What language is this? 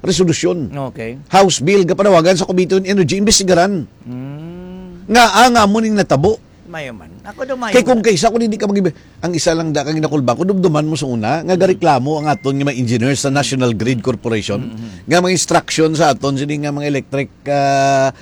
Hiligaynon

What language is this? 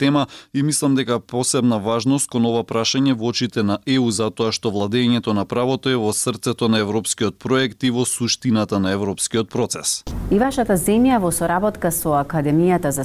Macedonian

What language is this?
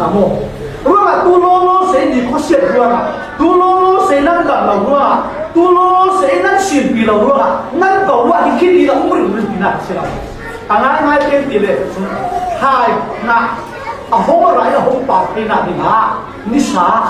Falam Chin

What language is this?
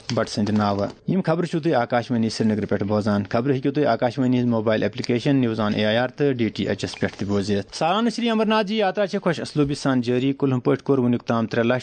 Kashmiri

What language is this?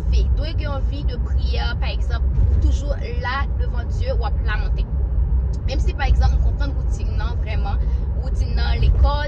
Haitian Creole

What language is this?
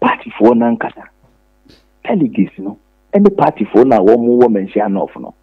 Akan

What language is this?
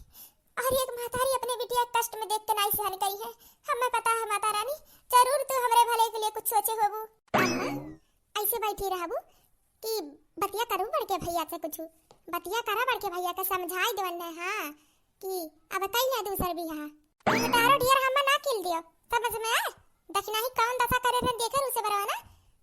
Awadhi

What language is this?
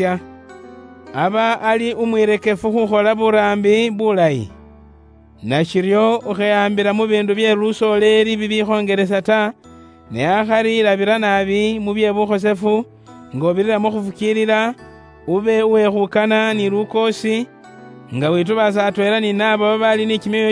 Luyia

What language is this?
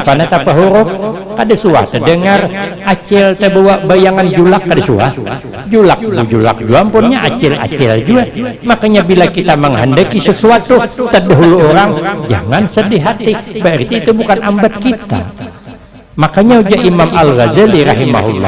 Banjar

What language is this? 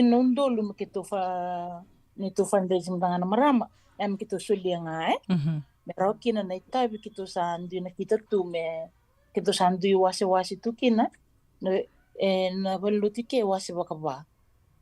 Fijian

